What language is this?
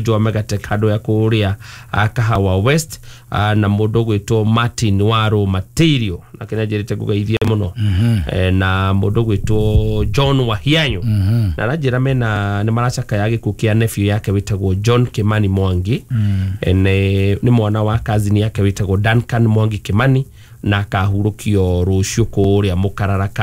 Kikuyu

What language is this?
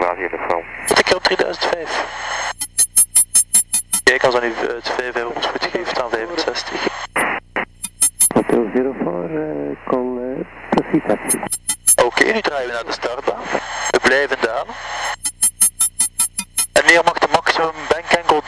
Dutch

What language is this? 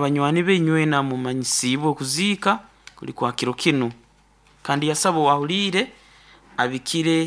Nyankole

